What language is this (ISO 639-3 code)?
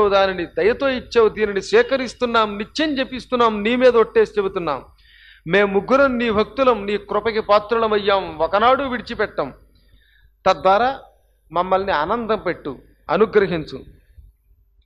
tel